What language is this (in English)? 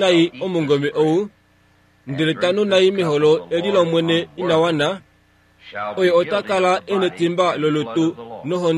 Kuanyama